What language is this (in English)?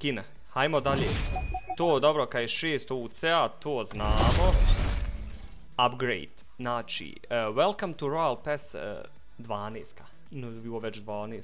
Bosnian